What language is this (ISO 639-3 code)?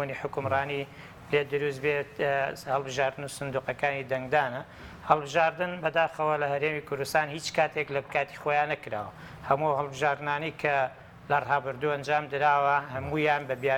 ckb